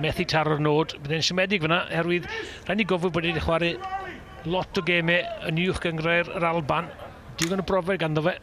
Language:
Welsh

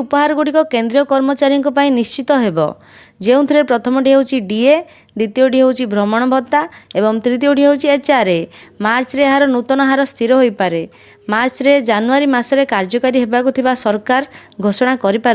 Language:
Odia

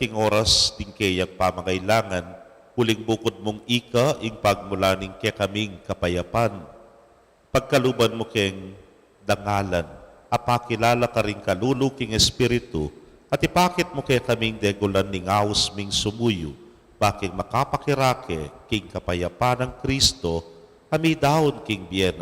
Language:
Pampanga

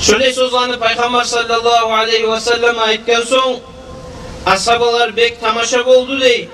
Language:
Kumyk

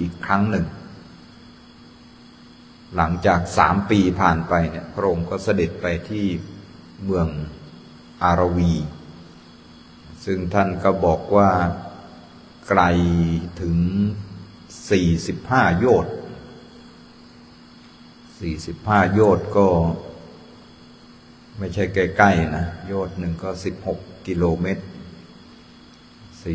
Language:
Thai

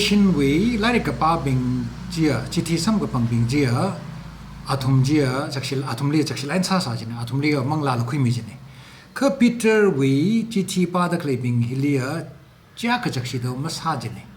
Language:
Tangkhul Naga (India)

